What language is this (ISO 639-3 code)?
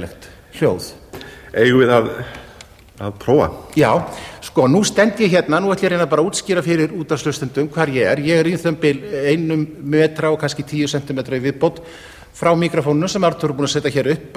isl